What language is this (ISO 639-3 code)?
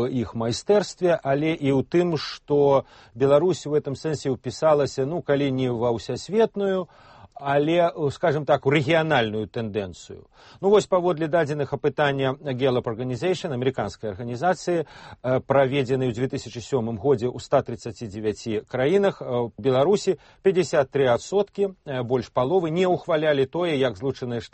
bel